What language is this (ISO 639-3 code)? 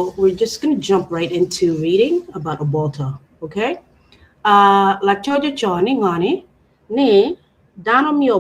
ach